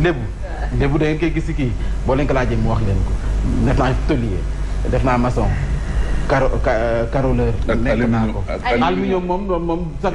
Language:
Wolof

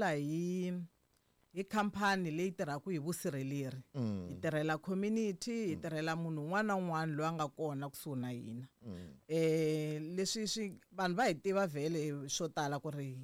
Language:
Tsonga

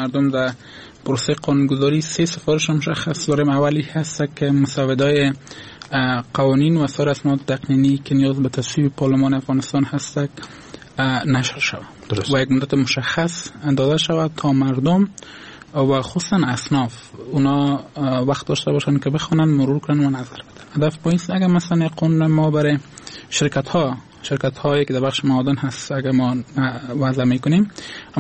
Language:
Persian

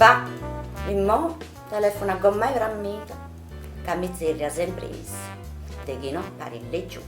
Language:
Sardinian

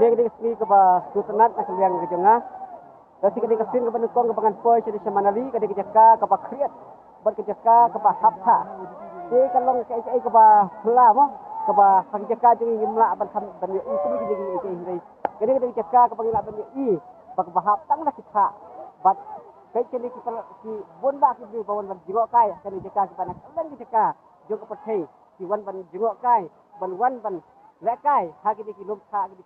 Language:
Khasi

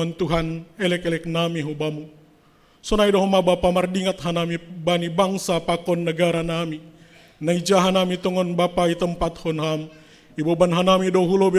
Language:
Batak Simalungun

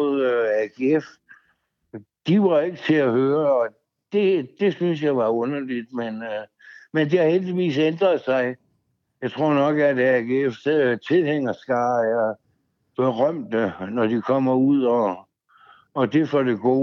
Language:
Danish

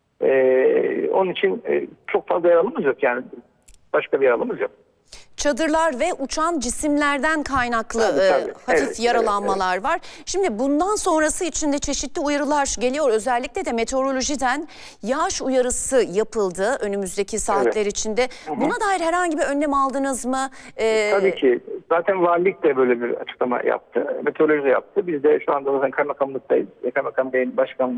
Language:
Turkish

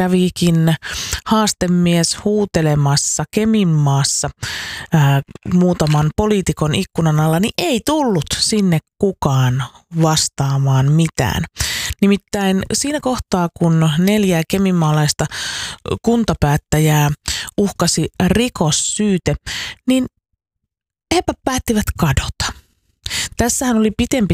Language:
Finnish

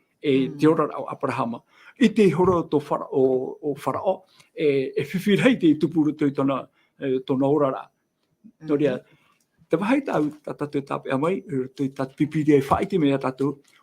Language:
Tahitian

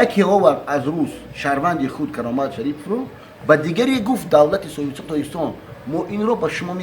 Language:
Tajik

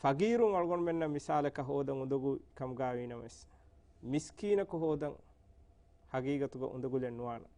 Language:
Divehi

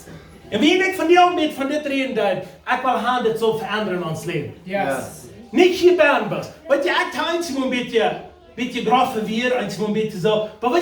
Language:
Plautdietsch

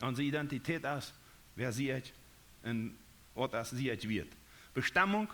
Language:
Plautdietsch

